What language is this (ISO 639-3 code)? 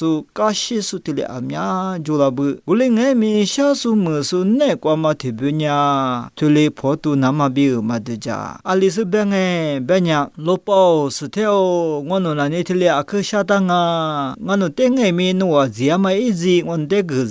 lis